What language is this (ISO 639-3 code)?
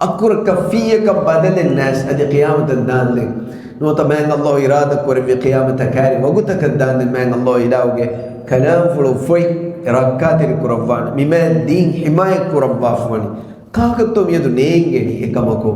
div